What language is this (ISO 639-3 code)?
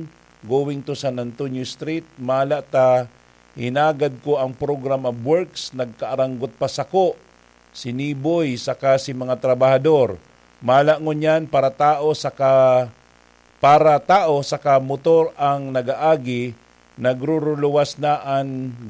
bik